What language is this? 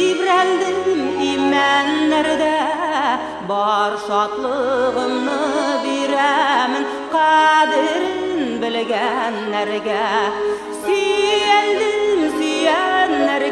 Tatar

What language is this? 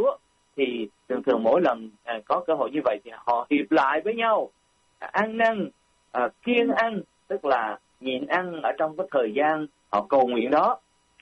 Vietnamese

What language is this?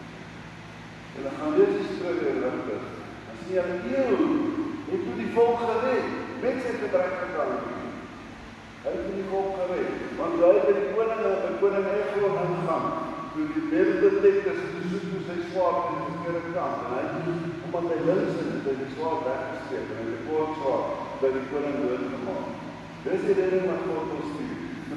Afrikaans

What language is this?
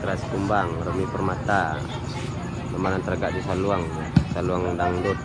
Minangkabau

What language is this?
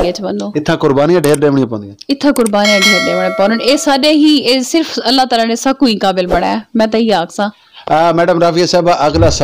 Saraiki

